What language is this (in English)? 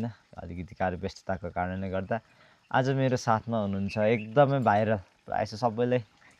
Nepali